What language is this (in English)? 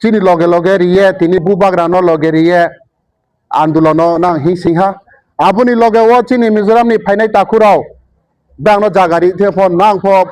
Riang (India)